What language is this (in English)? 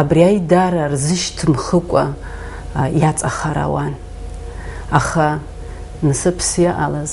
Abkhazian